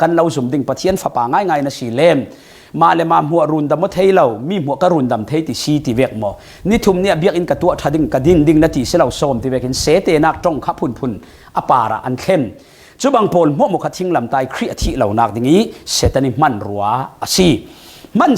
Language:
Falam Chin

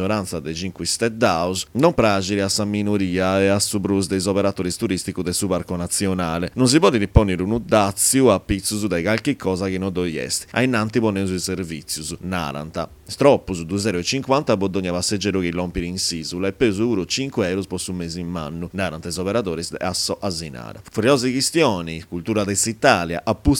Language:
Sardinian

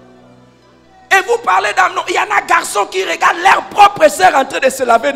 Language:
French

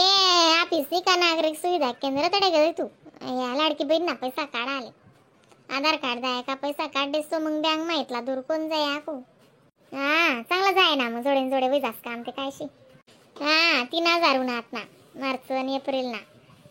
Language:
Khandesi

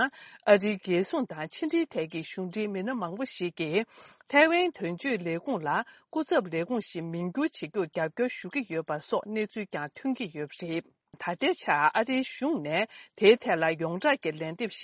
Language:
Tibetan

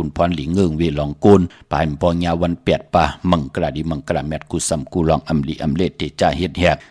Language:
Shan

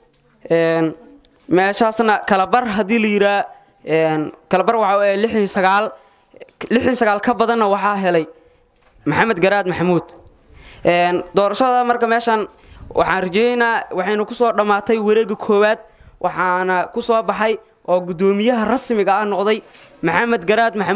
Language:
Somali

